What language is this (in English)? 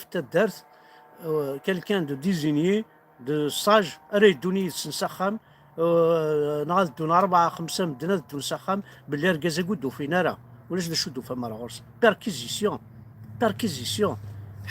Kabyle